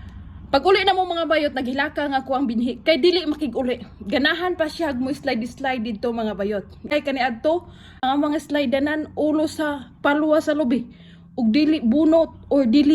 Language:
Cebuano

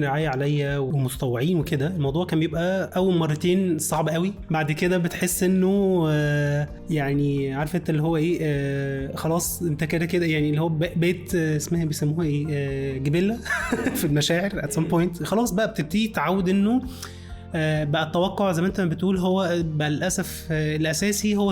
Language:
Egyptian Arabic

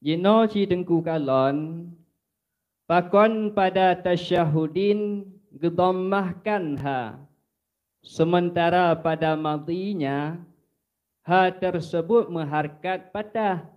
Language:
Achinese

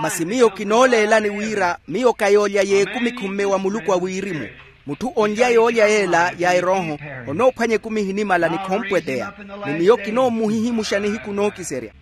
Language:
Makhuwa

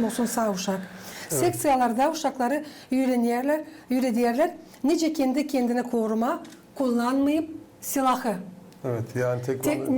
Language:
Gagauz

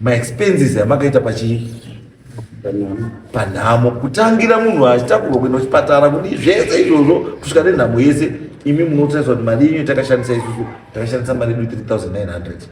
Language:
Shona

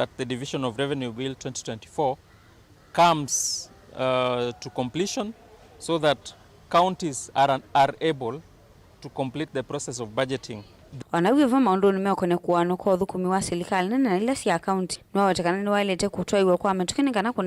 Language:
Kamba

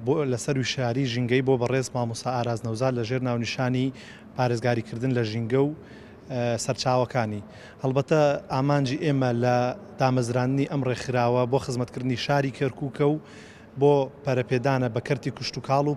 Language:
Central Kurdish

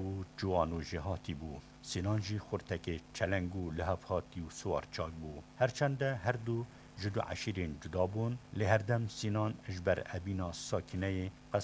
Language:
Kurdish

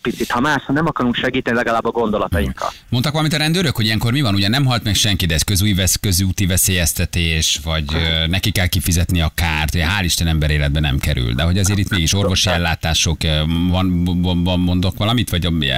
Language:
Hungarian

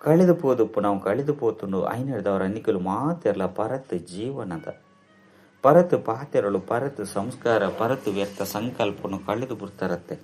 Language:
Tulu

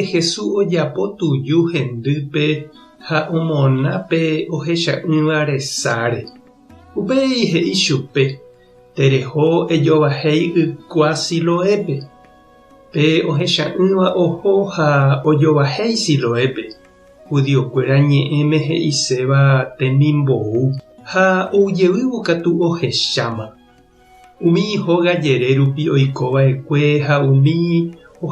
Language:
Guarani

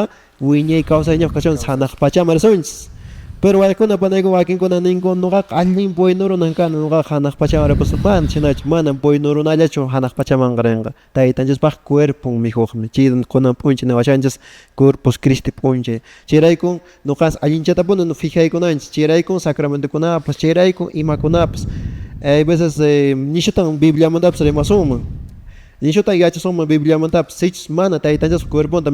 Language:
Quechua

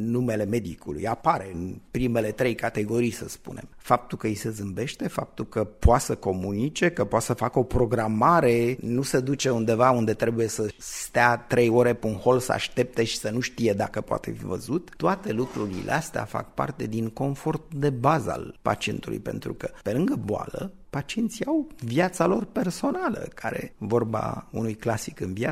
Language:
Romanian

